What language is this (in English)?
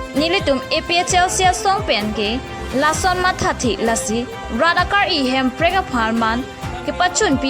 Karbi